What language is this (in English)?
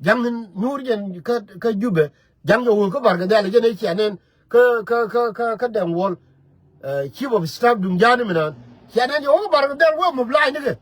Nuer